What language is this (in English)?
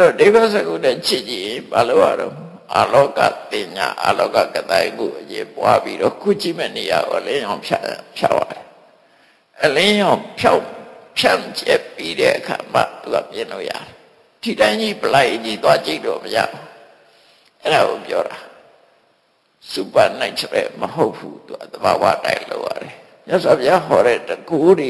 Burmese